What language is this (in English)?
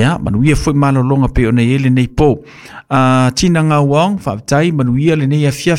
Samoan